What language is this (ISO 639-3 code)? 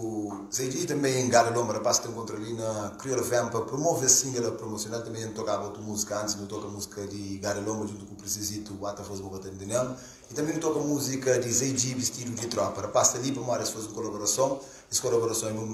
kea